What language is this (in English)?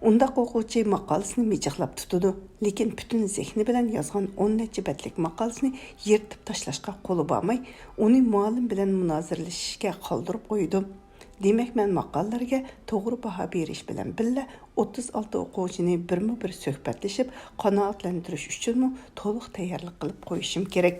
Uyghur